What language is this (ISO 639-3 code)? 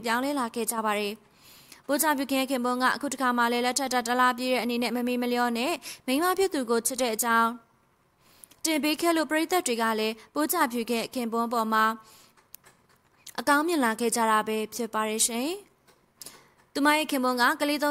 mya